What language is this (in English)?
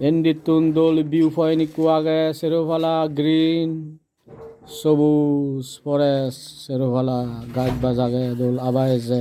Chakma